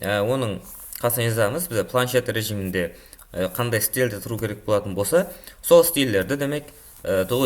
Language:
Kara-Kalpak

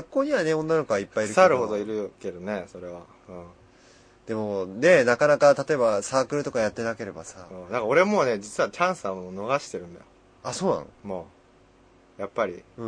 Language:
Japanese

